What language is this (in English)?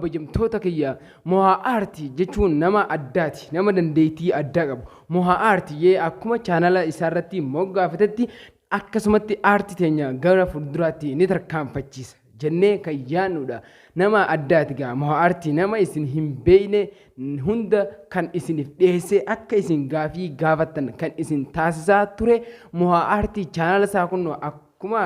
Oromo